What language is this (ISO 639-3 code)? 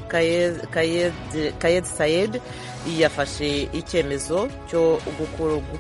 kin